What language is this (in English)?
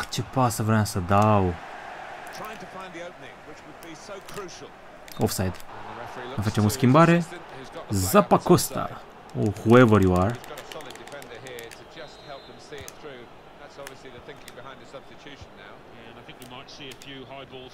Romanian